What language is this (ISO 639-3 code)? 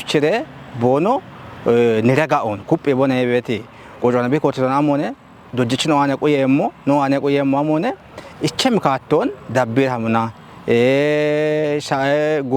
kbr